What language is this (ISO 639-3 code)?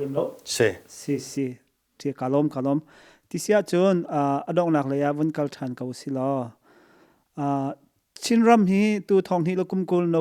cnh